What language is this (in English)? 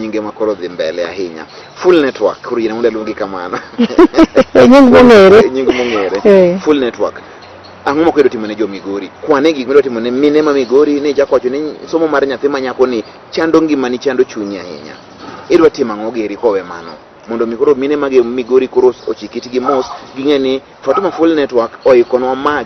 Luo (Kenya and Tanzania)